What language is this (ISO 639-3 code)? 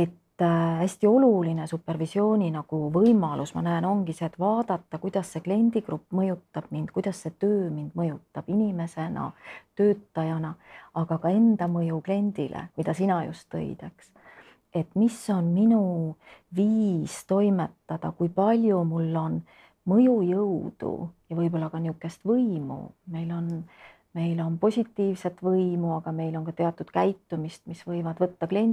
est